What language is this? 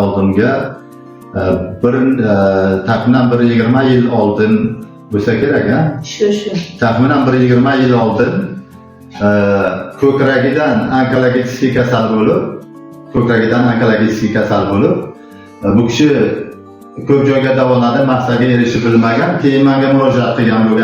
Uzbek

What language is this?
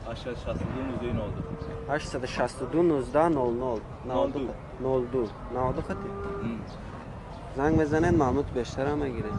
Tajik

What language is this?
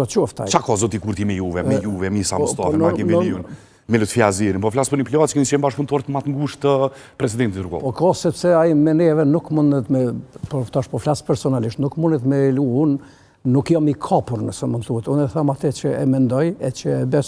Albanian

